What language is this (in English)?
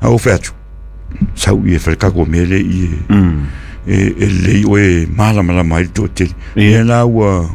Samoan